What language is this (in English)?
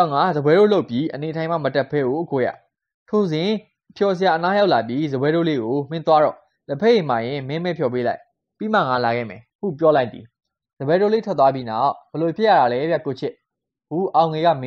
Burmese